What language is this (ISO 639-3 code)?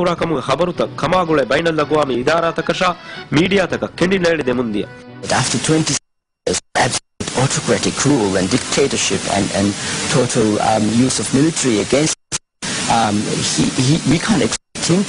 div